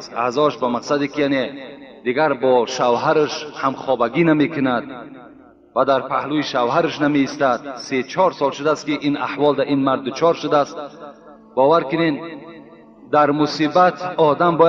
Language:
Tajik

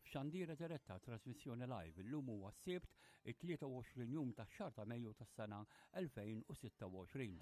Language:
Maltese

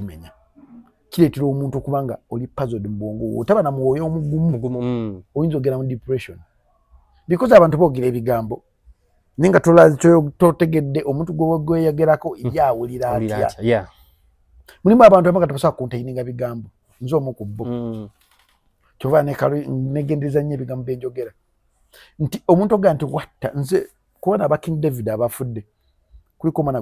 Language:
Ganda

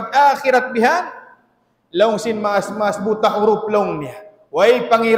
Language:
Tausug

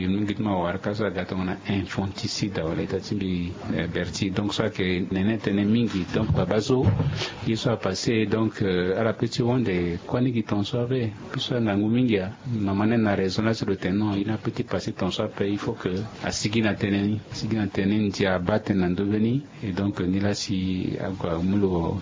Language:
Sango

